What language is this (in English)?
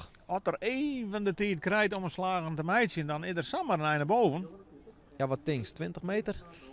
Western Frisian